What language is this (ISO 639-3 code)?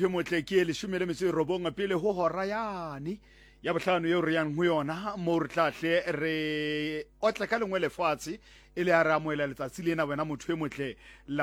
sot